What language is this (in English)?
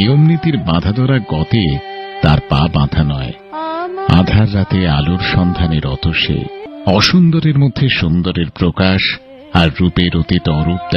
Bangla